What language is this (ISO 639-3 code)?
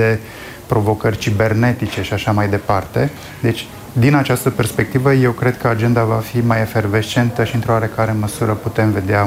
ron